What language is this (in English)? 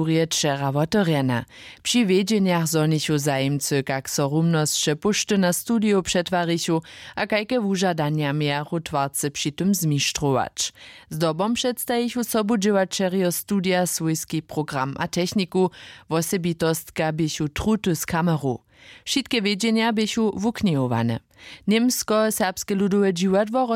Upper Sorbian